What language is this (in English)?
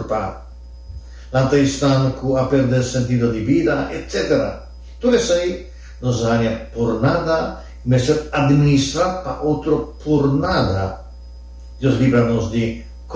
Papiamento